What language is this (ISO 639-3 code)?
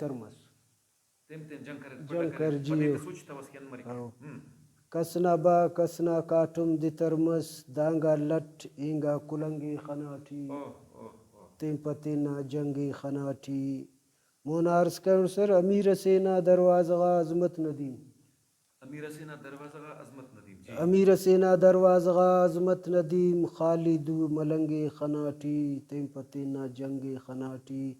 brh